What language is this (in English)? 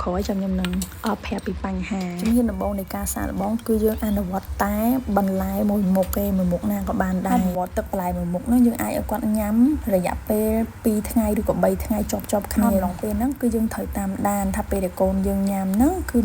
Khmer